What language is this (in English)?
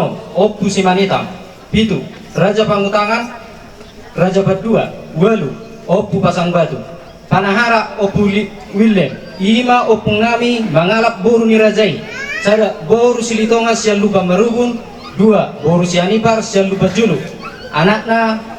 Batak Toba